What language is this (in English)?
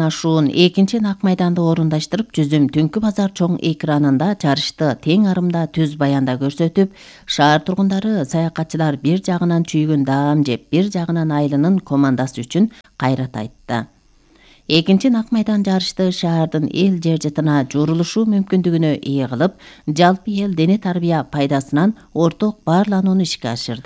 Kyrgyz